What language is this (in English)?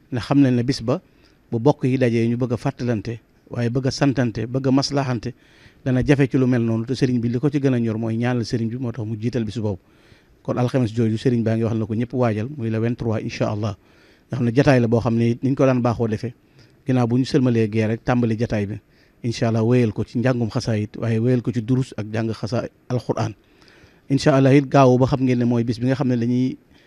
Wolof